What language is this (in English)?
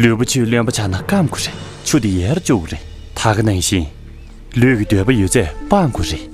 Tibetan